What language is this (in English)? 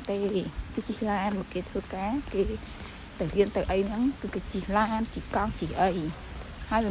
Khmer